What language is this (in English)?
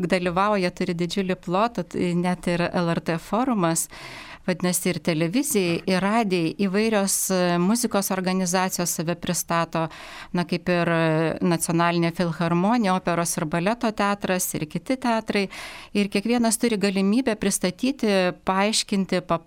Lithuanian